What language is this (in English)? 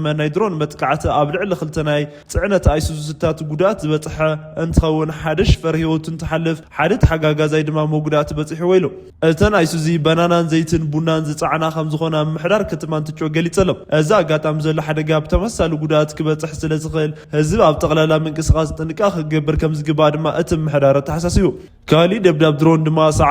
Tigrinya